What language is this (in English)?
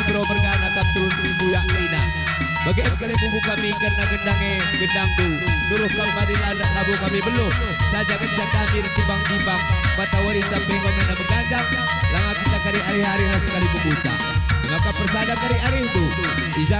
Batak Karo